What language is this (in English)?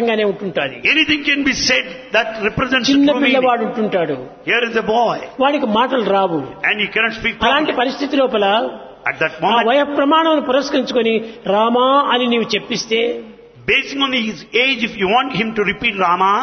Telugu